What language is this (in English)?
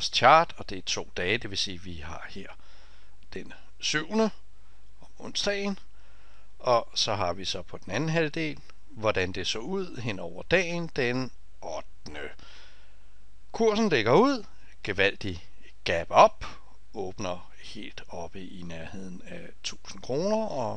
Danish